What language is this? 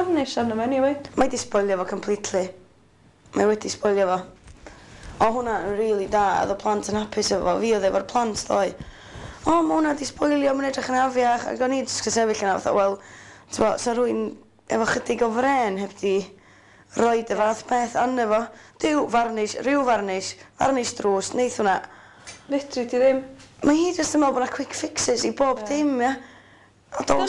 Welsh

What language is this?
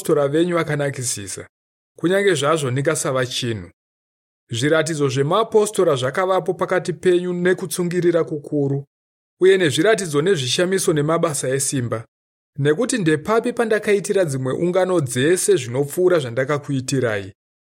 Shona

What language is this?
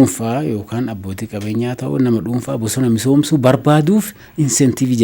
Oromo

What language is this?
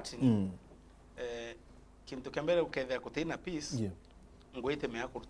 Meru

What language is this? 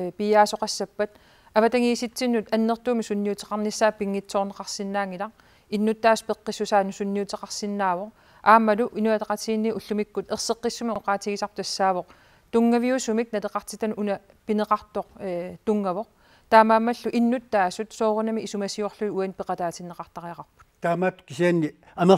Kalaallisut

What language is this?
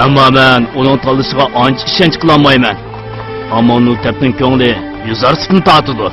Uyghur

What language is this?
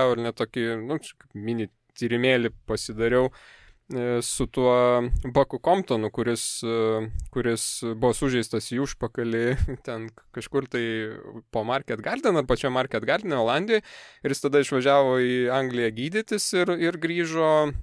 Lithuanian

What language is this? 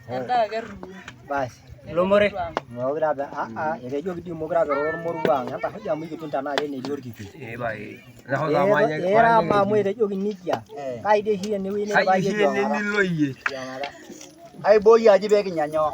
Masai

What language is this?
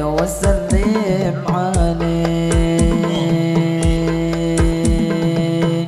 Banjar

